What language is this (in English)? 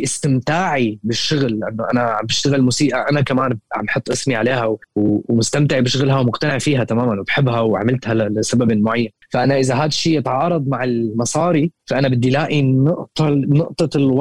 North Levantine Arabic